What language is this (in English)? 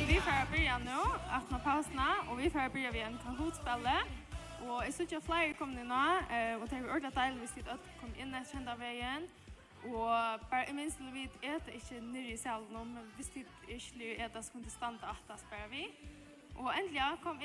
Faroese